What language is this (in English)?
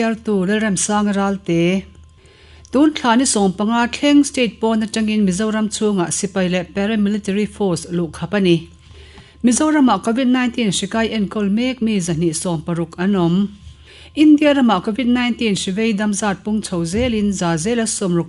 Mizo